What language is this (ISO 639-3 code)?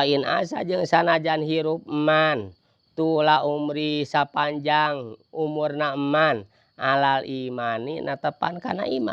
sun